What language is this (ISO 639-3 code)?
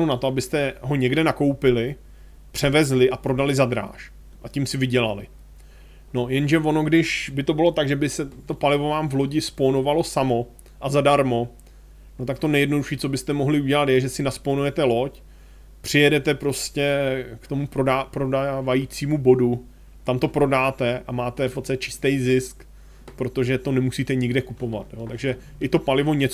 ces